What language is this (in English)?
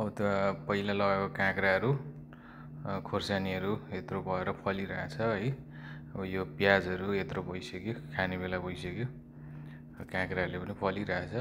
Nepali